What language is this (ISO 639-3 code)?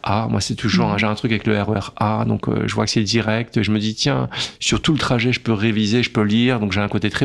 fra